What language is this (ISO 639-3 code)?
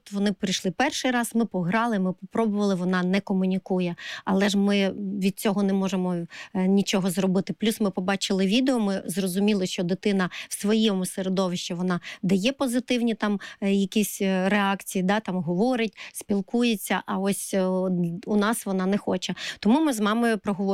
ukr